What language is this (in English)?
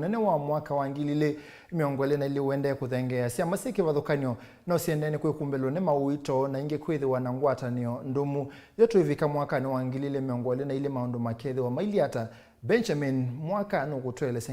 Kamba